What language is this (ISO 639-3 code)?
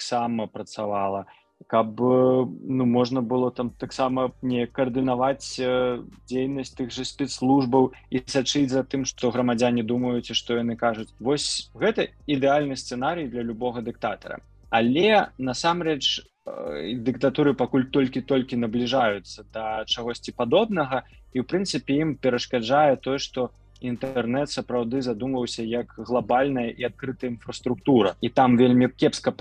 bel